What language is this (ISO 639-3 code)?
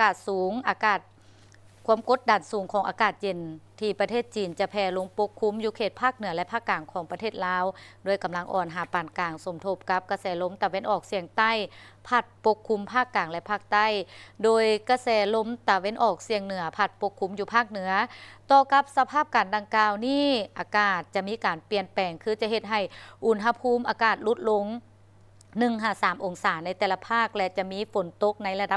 lao